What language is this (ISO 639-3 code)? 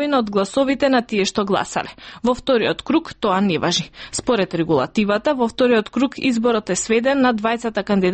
mkd